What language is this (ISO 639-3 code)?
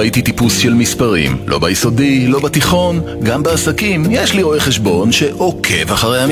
heb